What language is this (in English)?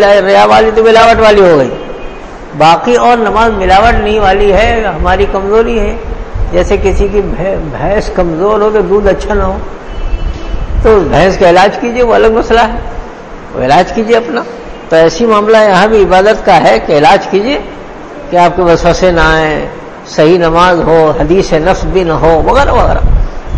Urdu